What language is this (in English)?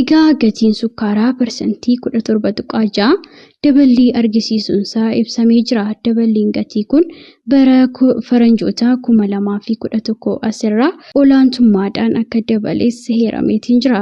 Oromo